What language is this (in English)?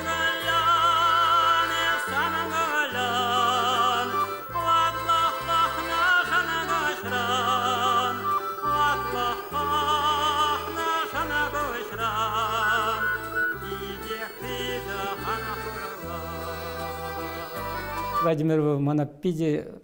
Chuvash